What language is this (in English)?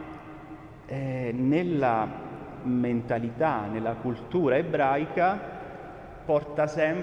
Italian